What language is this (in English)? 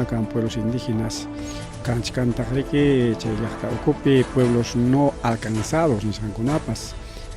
Ayacucho Quechua